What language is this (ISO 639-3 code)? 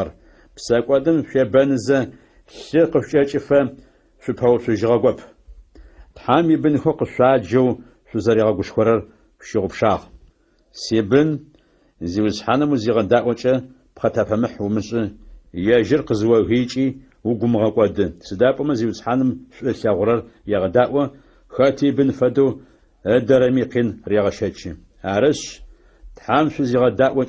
ady